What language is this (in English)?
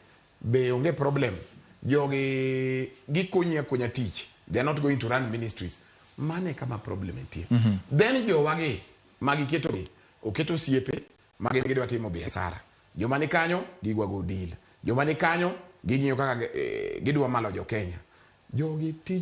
Luo (Kenya and Tanzania)